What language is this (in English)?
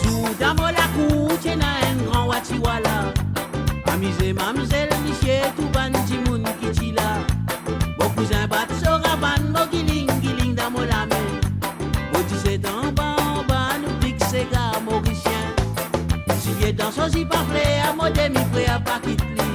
Morisyen